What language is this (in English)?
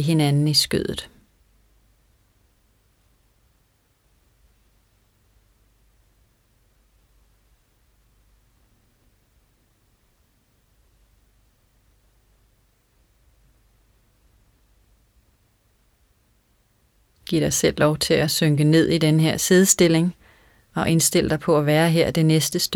Danish